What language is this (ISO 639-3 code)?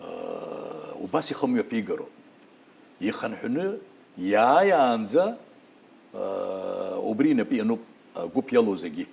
abk